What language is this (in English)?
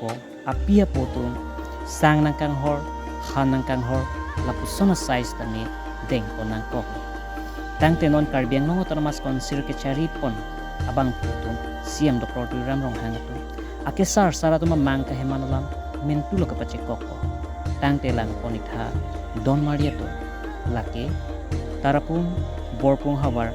Karbi